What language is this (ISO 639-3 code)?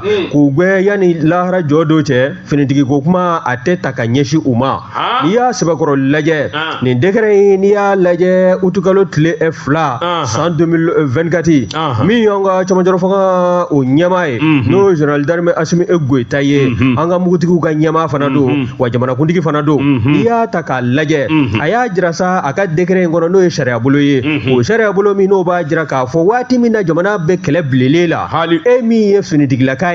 bam